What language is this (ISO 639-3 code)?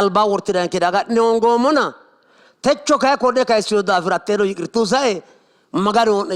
sid